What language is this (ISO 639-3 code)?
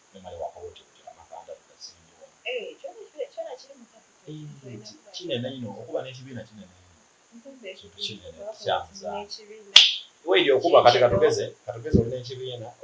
xog